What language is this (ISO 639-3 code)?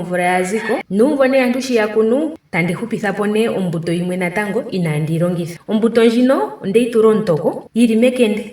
ndo